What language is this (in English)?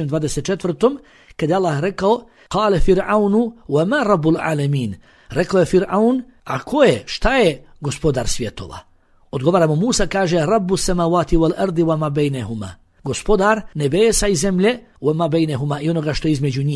Bosnian